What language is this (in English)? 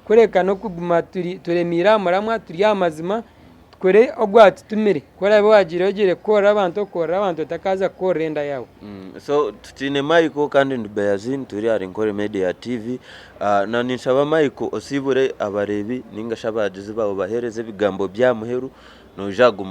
Nyankole